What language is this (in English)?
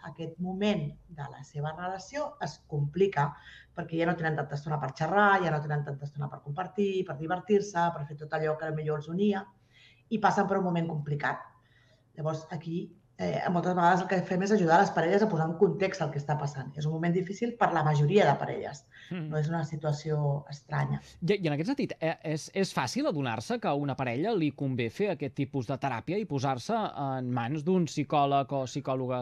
Catalan